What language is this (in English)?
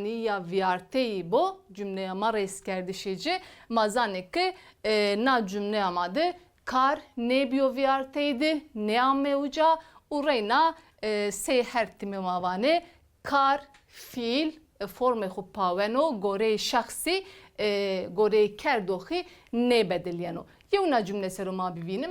Zaza